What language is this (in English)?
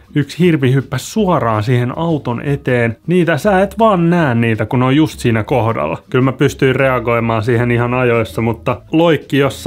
Finnish